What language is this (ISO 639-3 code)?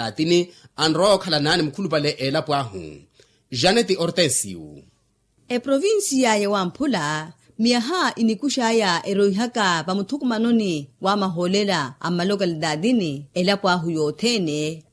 vmw